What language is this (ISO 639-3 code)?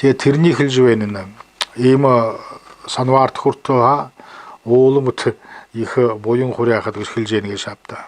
bua